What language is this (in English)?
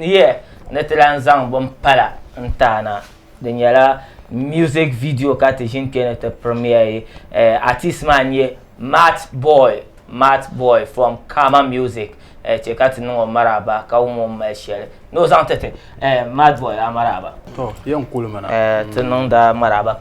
Dagbani